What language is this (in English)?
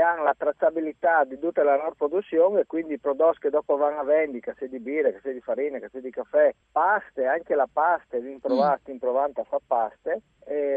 Friulian